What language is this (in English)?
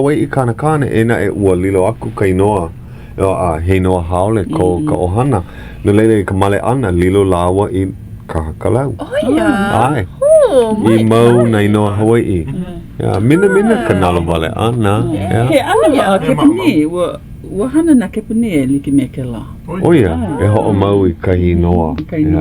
Hawaiian